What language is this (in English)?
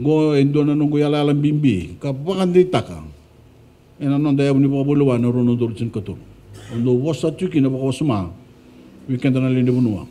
Fijian